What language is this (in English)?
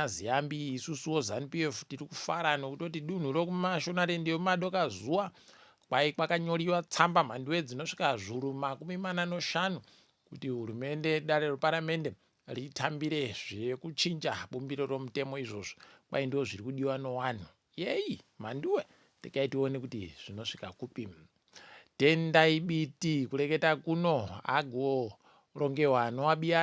Ndau